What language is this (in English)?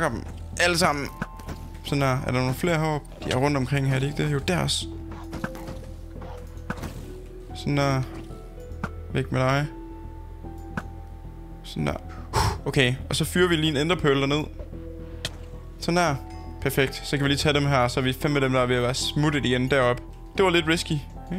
Danish